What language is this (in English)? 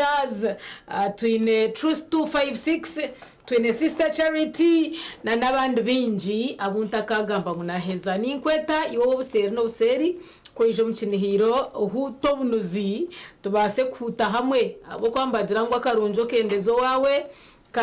Nyankole